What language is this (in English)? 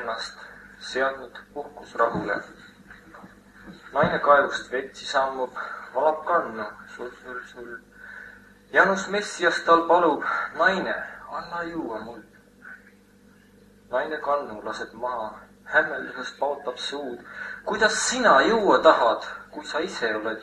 Estonian